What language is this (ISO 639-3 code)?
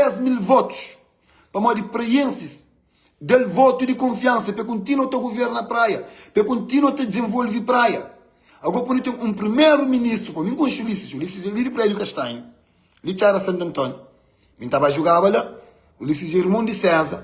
kea